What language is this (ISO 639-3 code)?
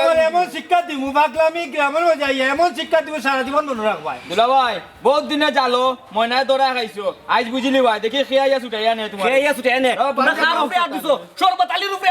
syl